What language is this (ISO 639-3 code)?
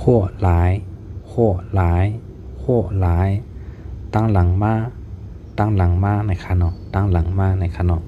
shn